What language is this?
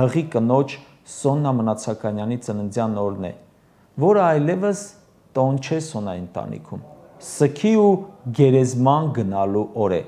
Armenian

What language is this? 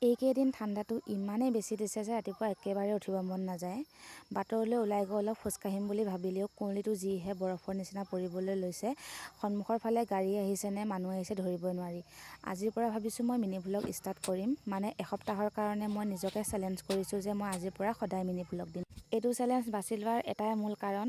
Assamese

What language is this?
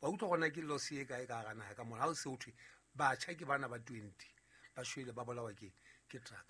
Southern Sotho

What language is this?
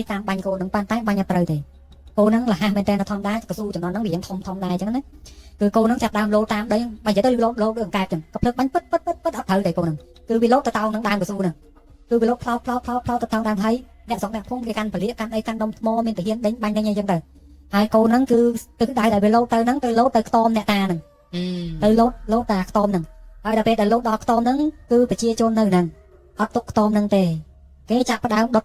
Khmer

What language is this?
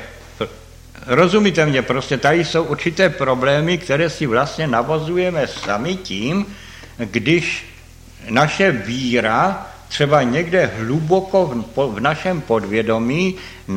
Czech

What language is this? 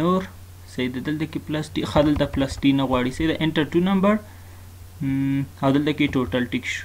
Pashto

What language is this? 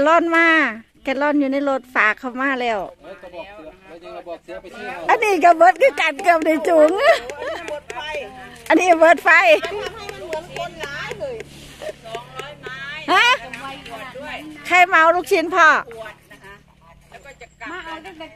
Thai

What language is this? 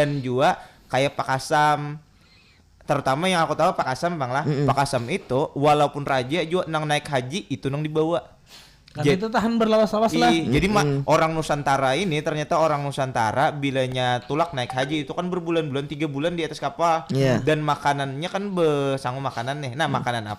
Banjar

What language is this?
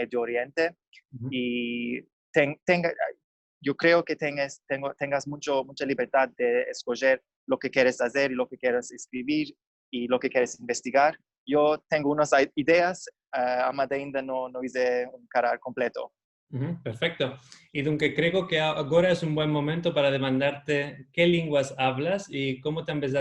Ladino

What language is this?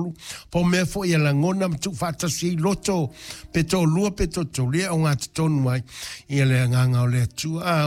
Samoan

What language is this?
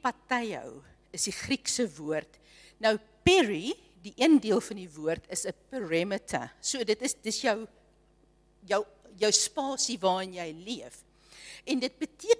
Afrikaans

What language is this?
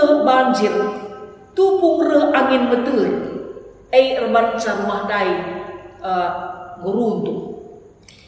Batak Karo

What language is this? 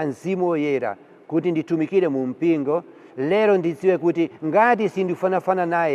Nyanja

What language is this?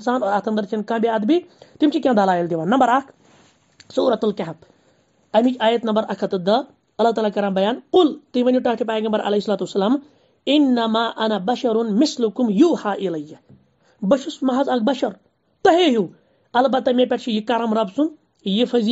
Kashmiri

